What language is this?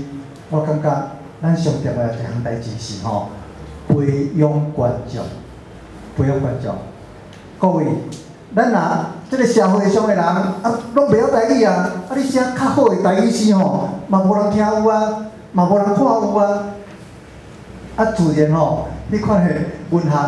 Min Nan Chinese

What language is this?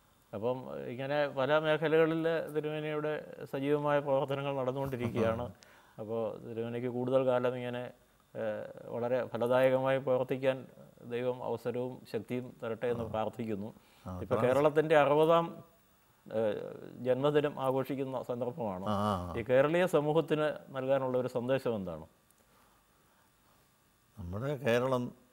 Malayalam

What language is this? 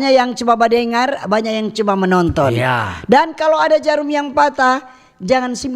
Manado Malay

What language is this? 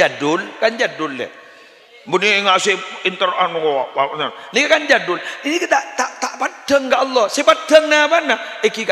Madurese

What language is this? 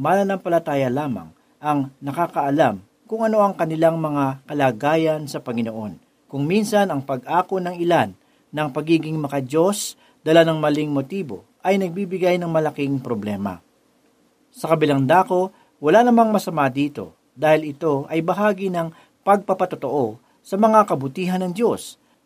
Filipino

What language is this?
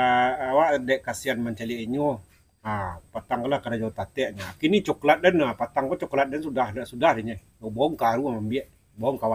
Minangkabau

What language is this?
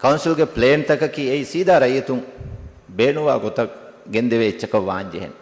Divehi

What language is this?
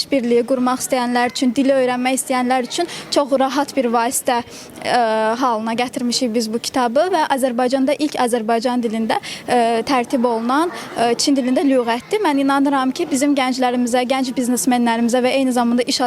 Azerbaijani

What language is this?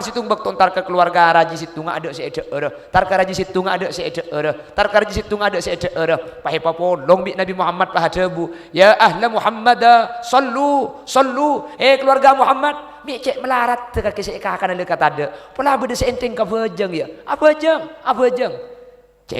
Madurese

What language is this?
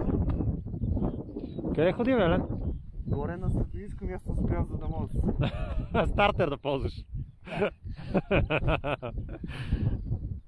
Bulgarian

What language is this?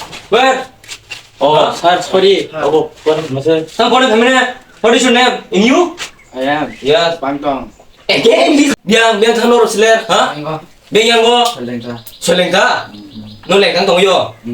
Kok Borok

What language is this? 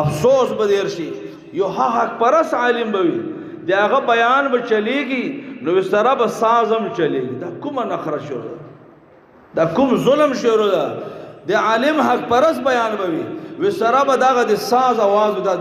Pashto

